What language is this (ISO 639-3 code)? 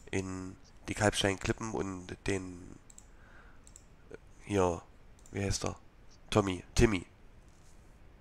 deu